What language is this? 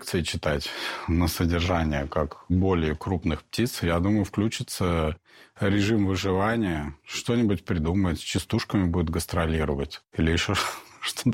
Russian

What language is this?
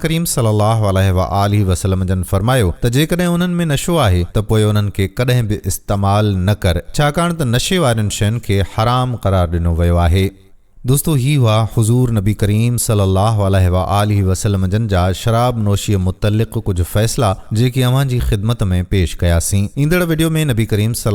Sindhi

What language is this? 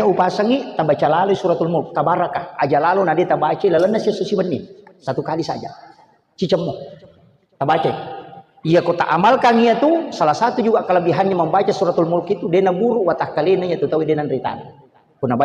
Buginese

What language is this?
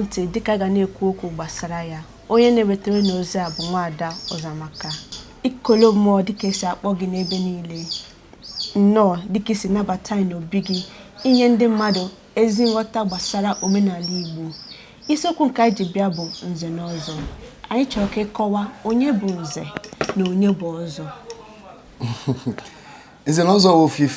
Igbo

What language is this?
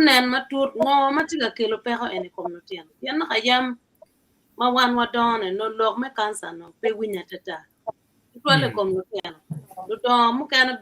Acoli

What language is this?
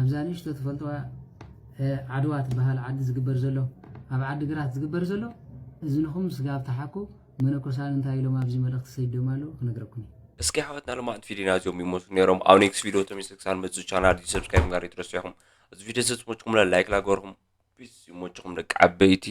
Tigrinya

